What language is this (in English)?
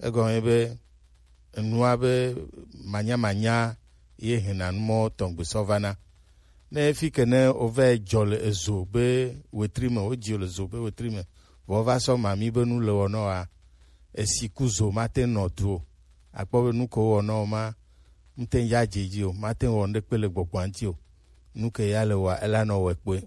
Gen